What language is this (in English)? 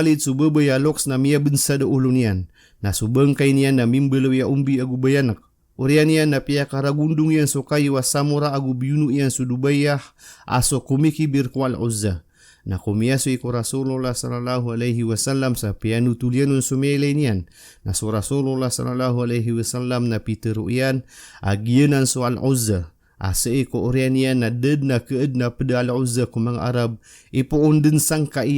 Maranao